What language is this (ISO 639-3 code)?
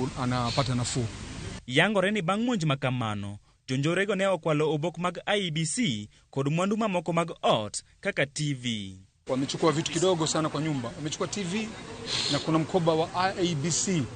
luo